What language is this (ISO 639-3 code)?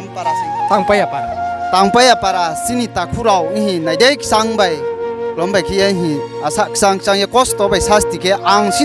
ria